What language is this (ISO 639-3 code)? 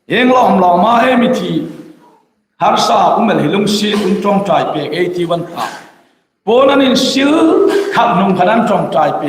hmr